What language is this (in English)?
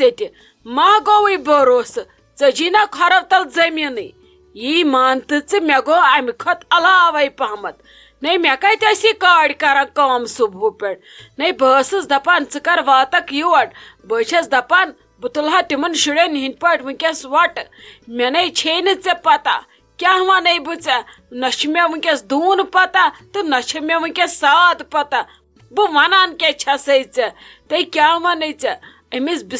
Kashmiri